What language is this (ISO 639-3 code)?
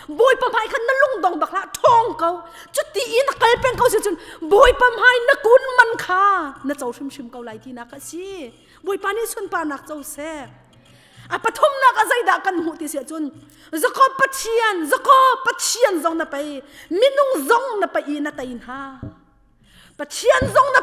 cnh